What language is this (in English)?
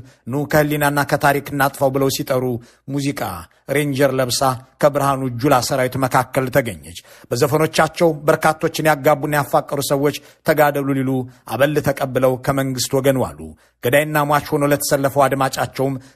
Amharic